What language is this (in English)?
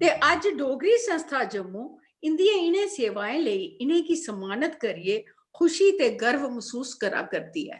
Dogri